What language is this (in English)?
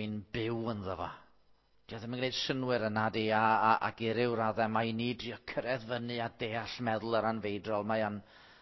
Welsh